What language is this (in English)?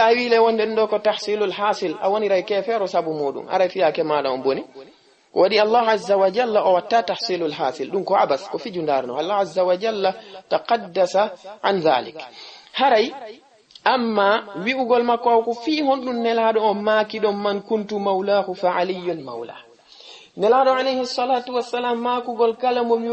Fula